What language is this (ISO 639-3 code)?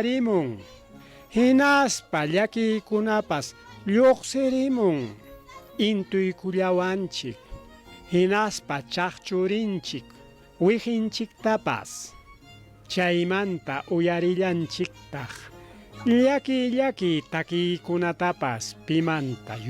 quy